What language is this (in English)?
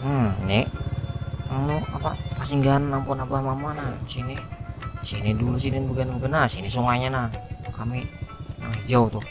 Banjar